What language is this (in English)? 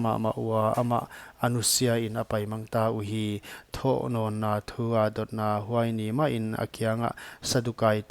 Paite Chin